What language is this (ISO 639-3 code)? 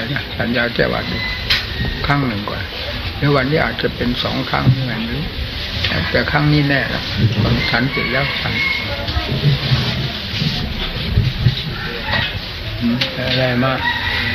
tha